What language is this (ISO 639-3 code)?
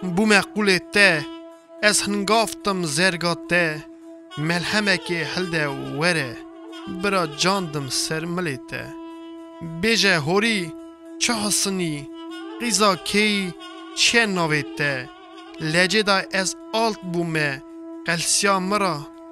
kur